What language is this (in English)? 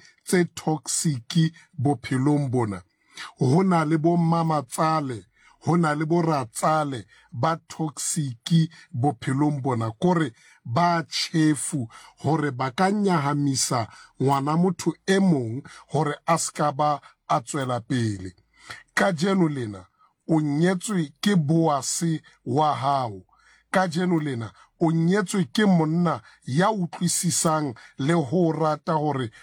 Southern Sotho